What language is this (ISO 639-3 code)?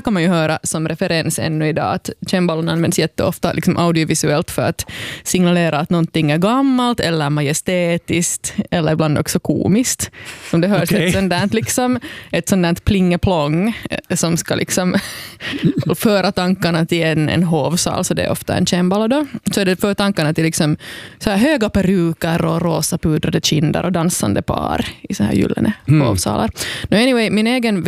swe